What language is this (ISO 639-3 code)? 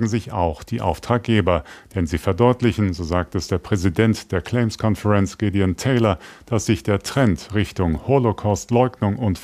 deu